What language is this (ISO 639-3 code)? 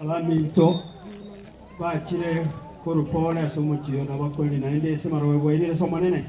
guz